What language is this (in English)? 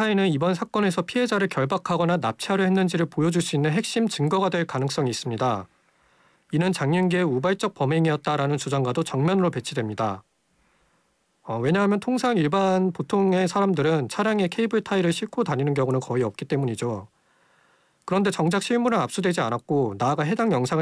Korean